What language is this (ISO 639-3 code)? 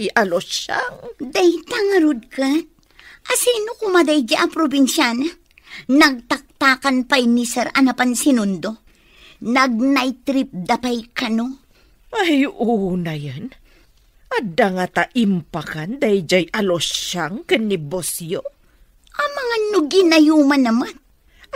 ilo